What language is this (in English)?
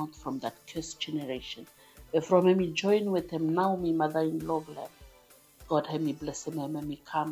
Bislama